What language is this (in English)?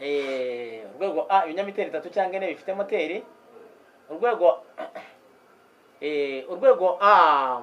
Kinyarwanda